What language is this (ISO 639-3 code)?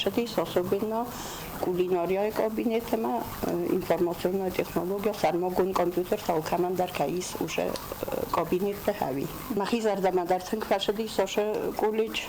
oss